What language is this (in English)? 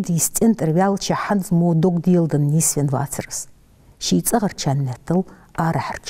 Ingush